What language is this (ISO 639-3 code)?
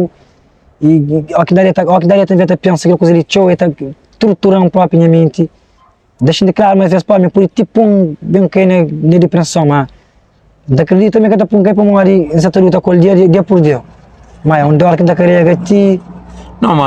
kea